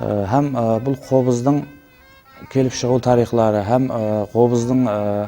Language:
Kara-Kalpak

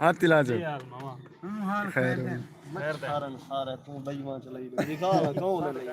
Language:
Saraiki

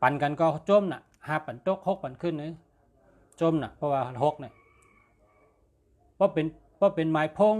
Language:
Shan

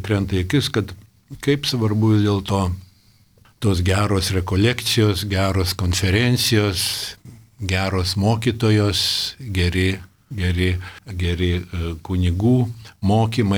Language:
Lithuanian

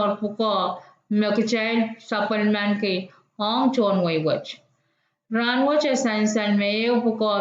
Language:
Pohnpeian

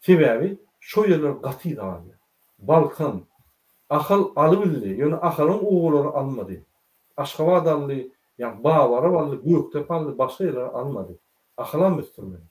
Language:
Turkmen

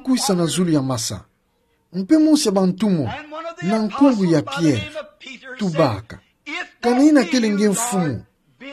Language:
Kituba (Democratic Republic of Congo)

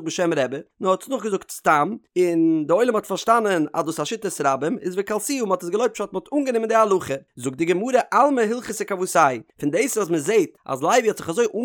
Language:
Yiddish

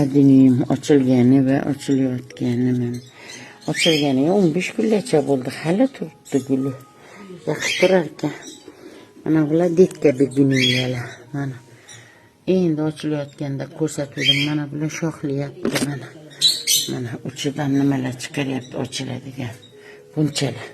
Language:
Uzbek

